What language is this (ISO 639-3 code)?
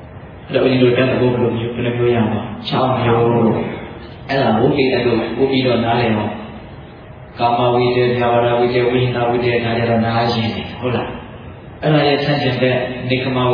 mya